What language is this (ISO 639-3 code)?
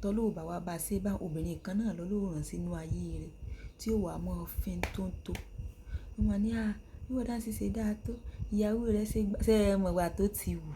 yor